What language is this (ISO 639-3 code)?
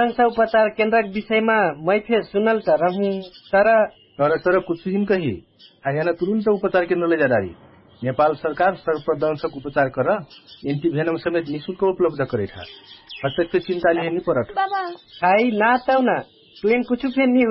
thl